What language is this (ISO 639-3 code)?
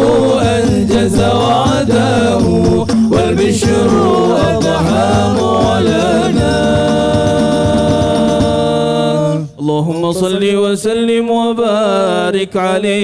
msa